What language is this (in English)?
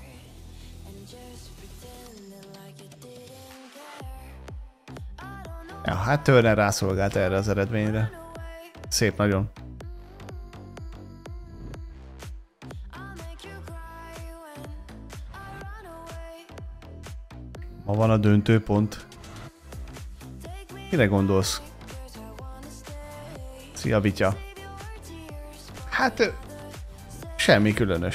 Hungarian